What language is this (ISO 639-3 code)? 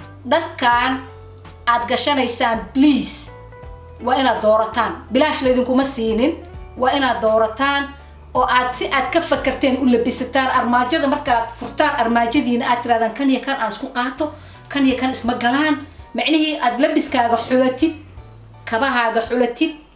som